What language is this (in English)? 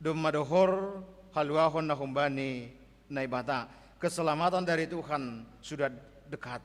Batak Simalungun